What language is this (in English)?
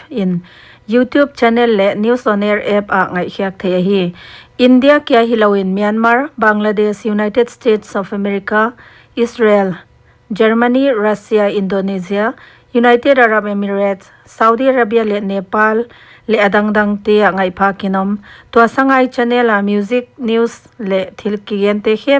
Paite Chin